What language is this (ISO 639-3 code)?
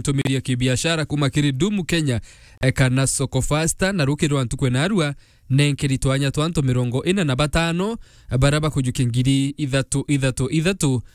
mer